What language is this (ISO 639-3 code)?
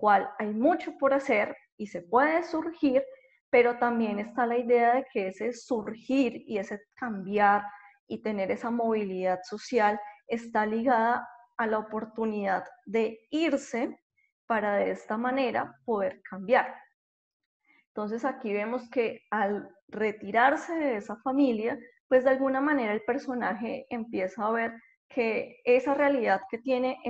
spa